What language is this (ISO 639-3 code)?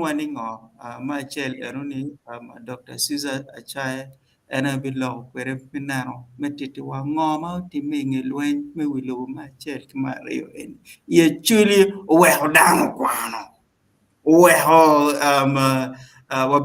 ach